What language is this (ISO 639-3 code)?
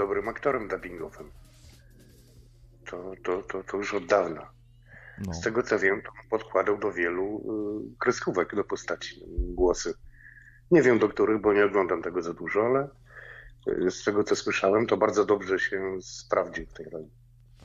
pol